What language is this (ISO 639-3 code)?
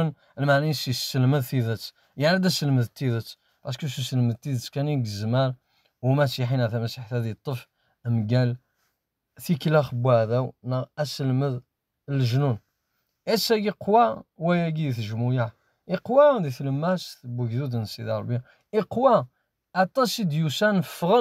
kab